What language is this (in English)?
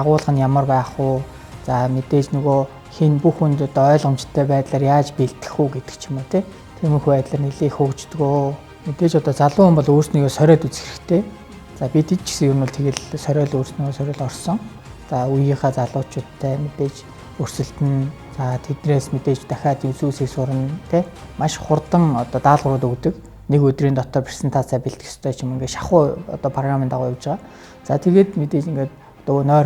Mongolian